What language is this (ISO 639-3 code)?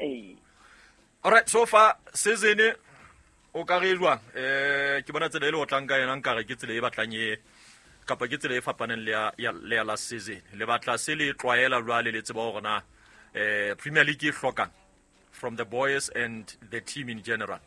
sot